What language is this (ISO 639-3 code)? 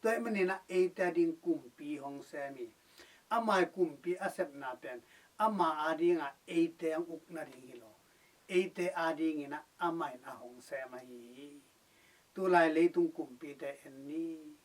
ctd